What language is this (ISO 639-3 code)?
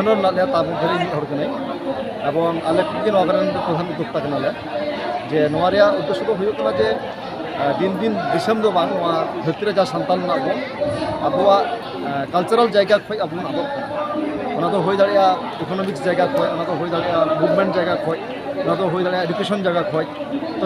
sat